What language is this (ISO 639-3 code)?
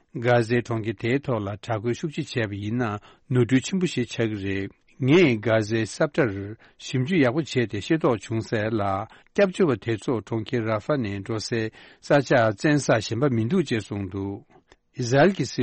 bod